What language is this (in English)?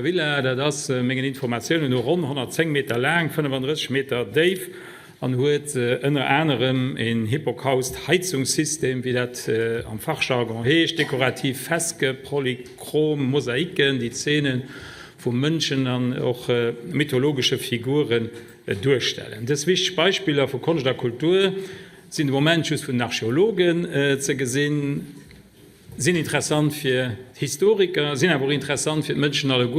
Luxembourgish